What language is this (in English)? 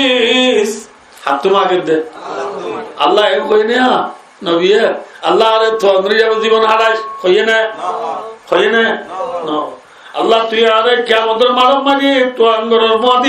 Rohingya